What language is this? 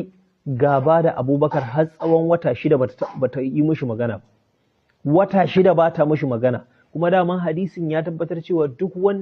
Hausa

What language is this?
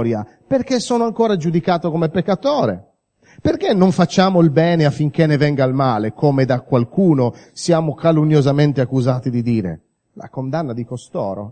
Italian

